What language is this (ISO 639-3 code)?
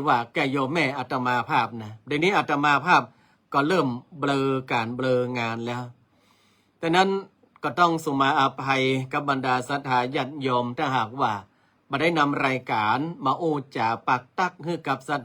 nod